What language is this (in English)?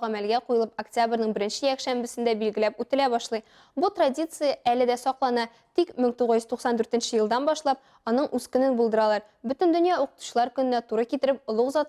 Tatar